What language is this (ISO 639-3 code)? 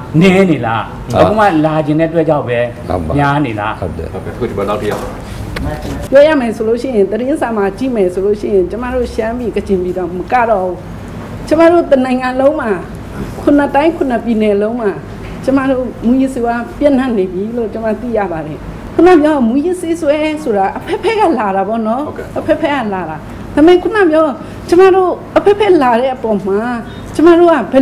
mya